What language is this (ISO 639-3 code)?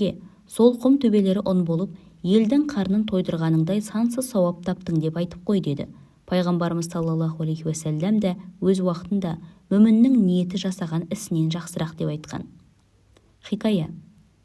kaz